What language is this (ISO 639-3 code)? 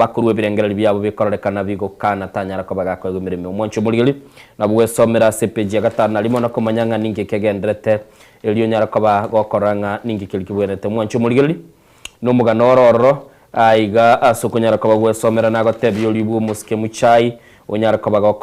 guz